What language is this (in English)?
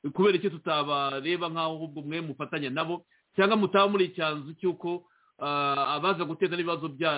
Kinyarwanda